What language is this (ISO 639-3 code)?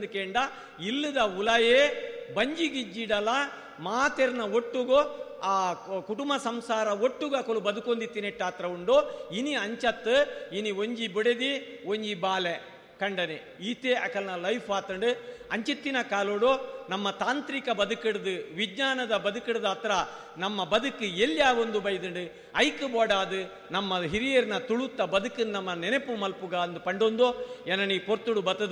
tcy